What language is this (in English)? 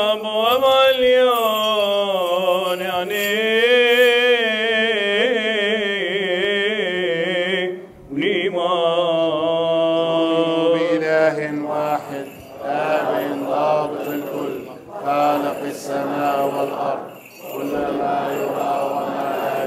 Arabic